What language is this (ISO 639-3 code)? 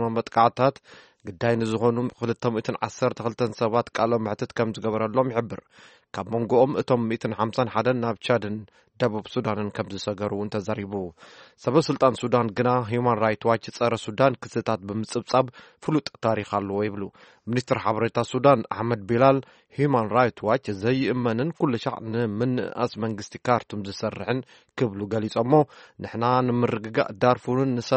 tir